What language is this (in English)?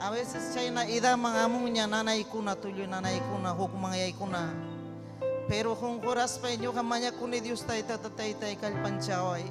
Ayacucho Quechua